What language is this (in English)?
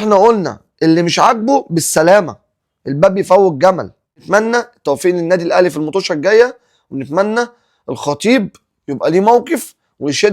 Egyptian Arabic